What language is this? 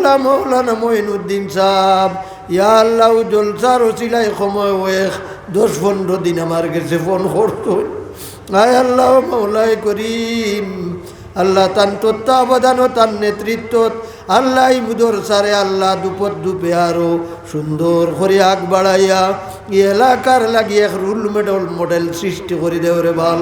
Sylheti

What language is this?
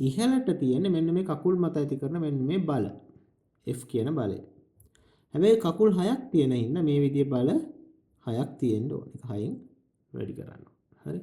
Sinhala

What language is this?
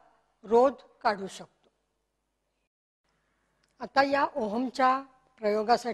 Marathi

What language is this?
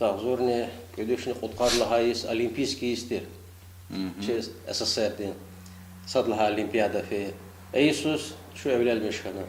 Lezghian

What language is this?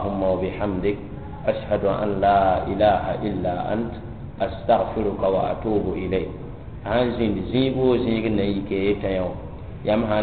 Mossi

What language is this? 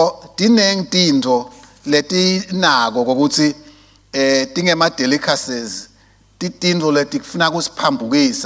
Swati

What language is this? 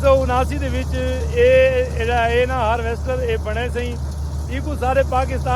Saraiki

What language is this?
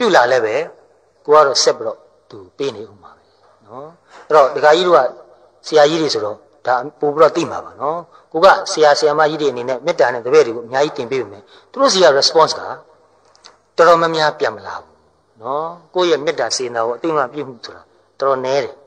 Burmese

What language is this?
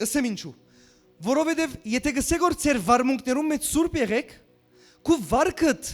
Western Armenian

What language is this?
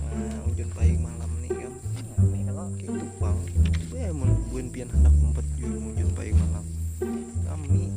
Banjar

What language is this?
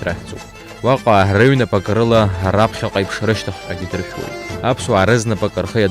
Abkhazian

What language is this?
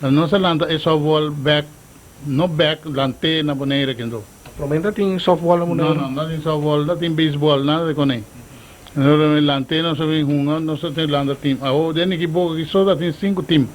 Papiamento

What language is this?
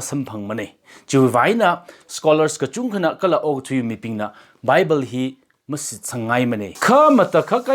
Tangkhul Naga (India)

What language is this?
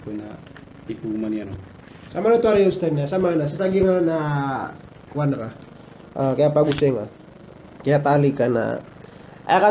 Maranao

